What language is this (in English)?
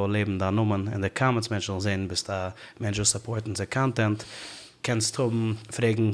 Yiddish